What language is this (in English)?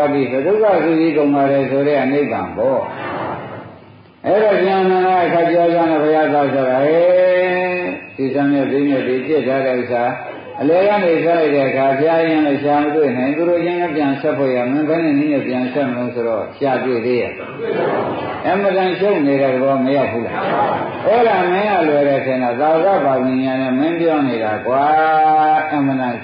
Burmese